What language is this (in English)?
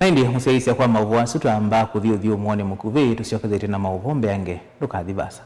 Kamba